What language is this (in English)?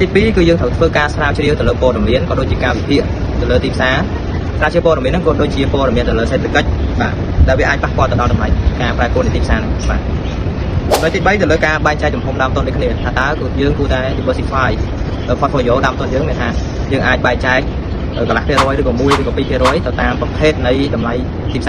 Khmer